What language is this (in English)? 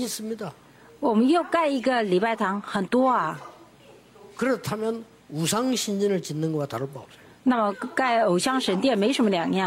Korean